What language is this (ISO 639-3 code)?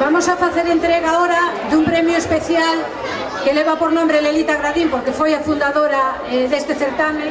glg